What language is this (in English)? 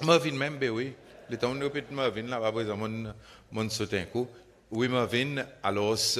Seselwa Creole French